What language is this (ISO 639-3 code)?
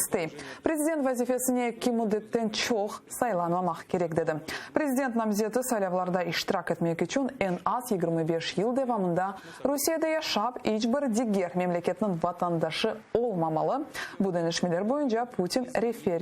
crh